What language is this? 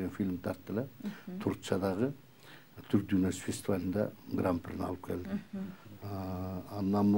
Kyrgyz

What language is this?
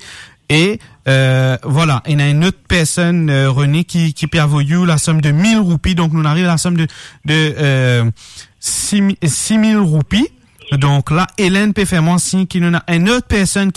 Morisyen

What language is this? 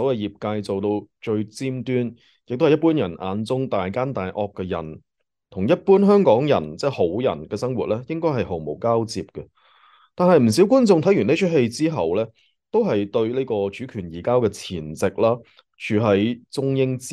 Cantonese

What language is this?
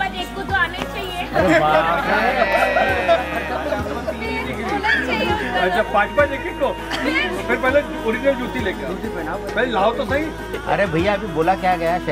Hindi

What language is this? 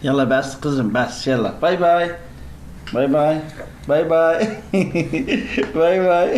Turkmen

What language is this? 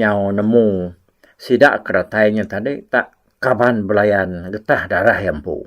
Iban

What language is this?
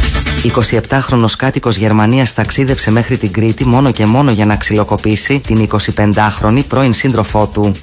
Greek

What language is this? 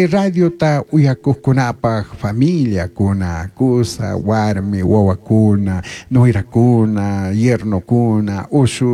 Chimborazo Highland Quichua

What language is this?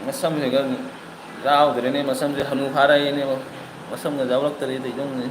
Manipuri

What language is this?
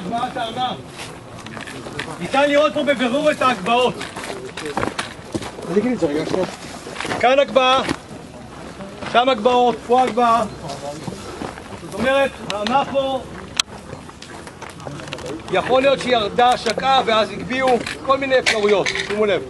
Hebrew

